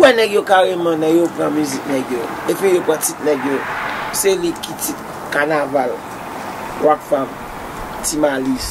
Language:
Haitian Creole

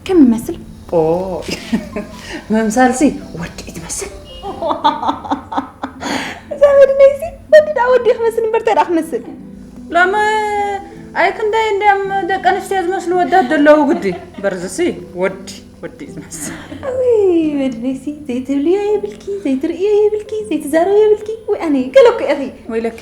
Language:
Tigrinya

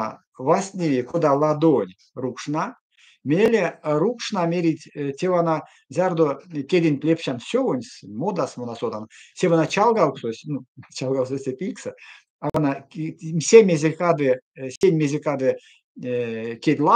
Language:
Erzya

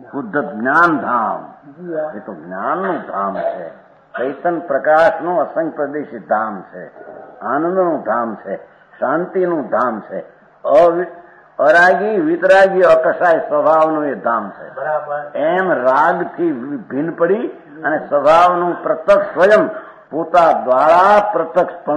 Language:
Gujarati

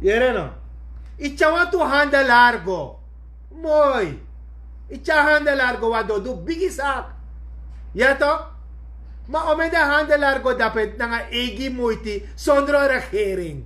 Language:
Sranan Tongo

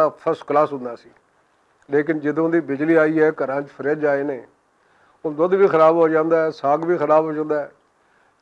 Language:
Western Panjabi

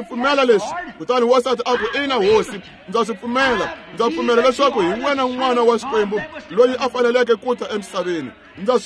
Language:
Tsonga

